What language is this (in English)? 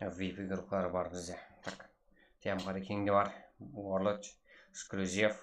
Kara-Kalpak